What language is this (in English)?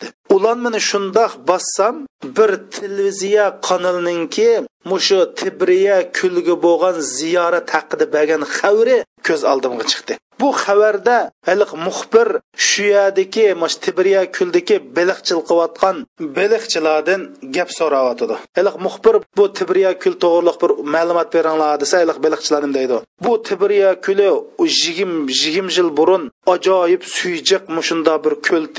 Uyghur